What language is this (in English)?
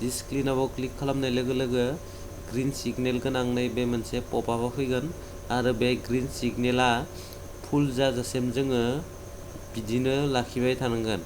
Bodo